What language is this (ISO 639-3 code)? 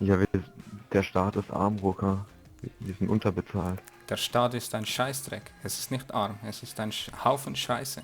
gsw